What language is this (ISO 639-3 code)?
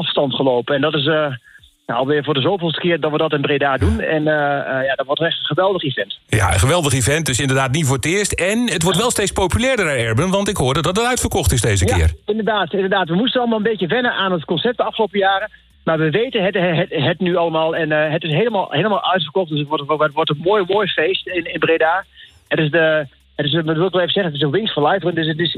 nld